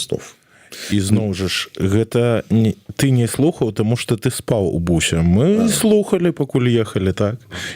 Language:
Belarusian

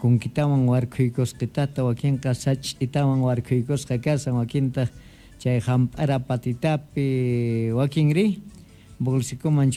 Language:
South Bolivian Quechua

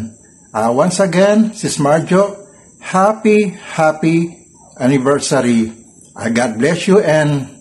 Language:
Filipino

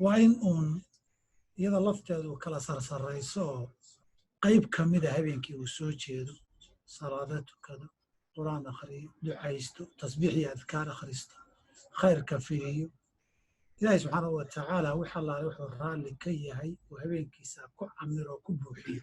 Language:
Somali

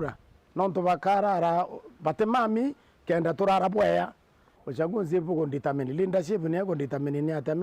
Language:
Meru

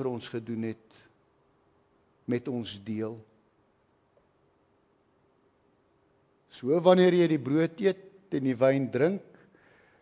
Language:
Afrikaans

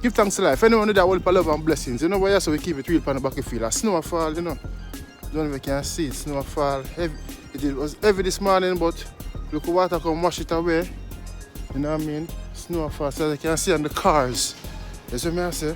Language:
Jamaican Creole English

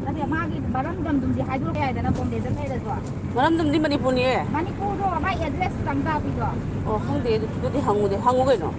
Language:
Manipuri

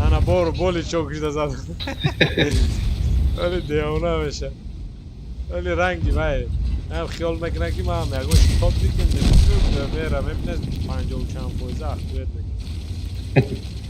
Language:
Tajik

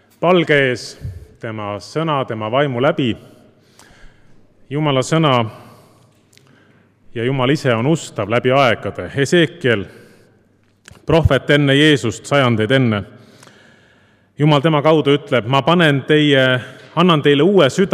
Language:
Estonian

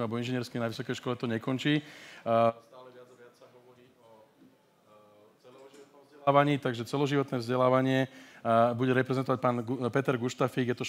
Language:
Slovak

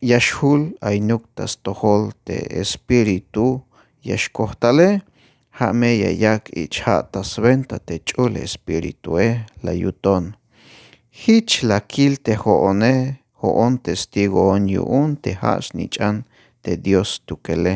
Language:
Tzeltal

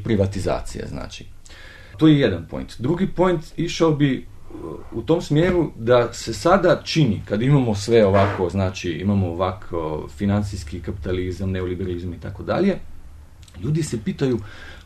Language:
Bosnian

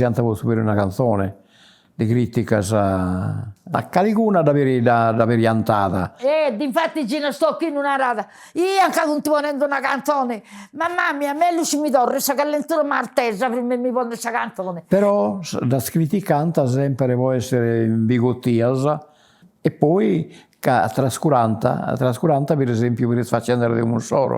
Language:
Sardinian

